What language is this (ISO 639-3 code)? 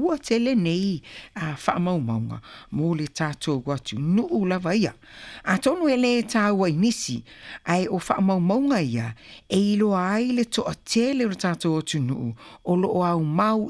smo